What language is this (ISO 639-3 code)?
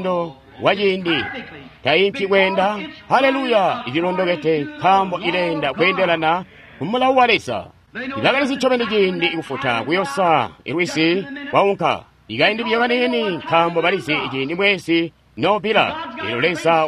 toi